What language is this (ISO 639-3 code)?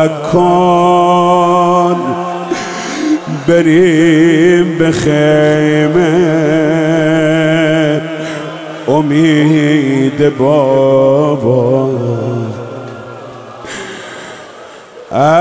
fas